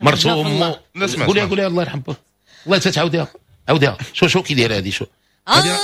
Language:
Moroccan Arabic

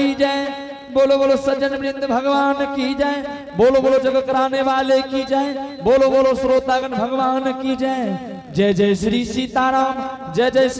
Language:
Angika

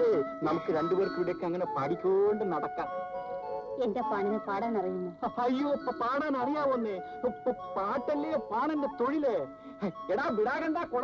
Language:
Malayalam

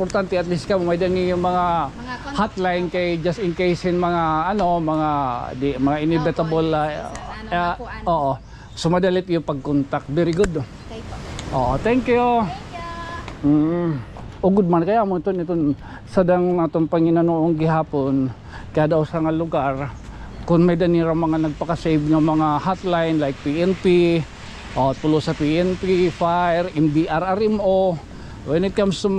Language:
Waray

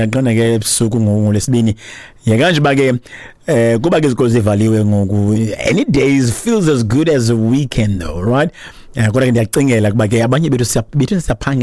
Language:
Xhosa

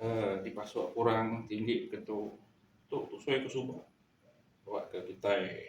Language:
Iban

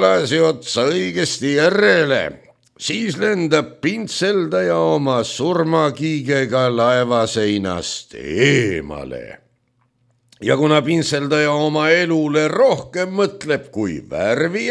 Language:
Estonian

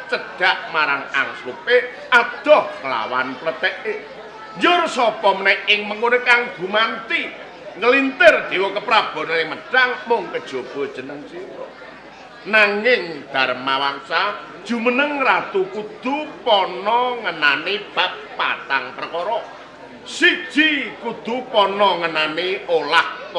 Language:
Javanese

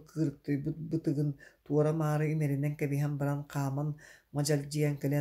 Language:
Yakut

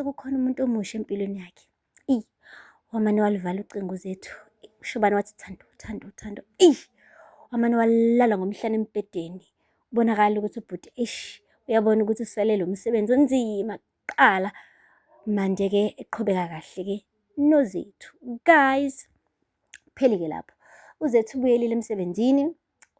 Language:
Zulu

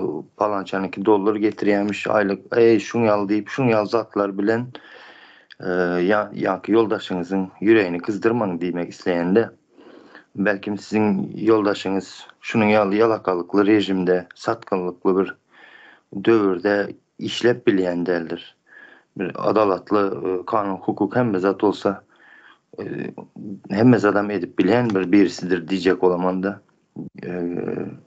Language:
Turkmen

